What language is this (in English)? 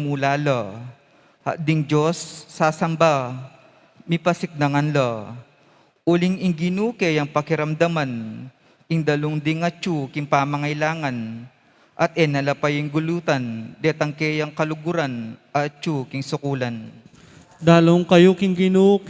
Pampanga